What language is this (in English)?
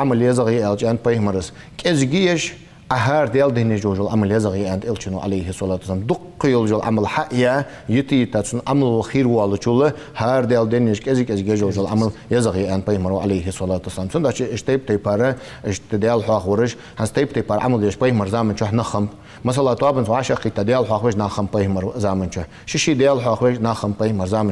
Ingush